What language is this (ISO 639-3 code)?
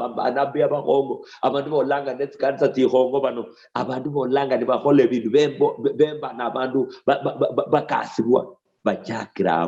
luy